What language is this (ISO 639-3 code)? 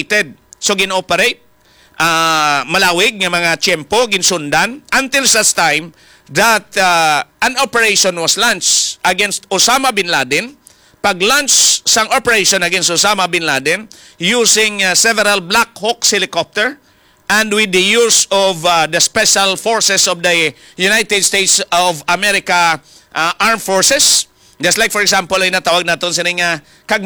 hil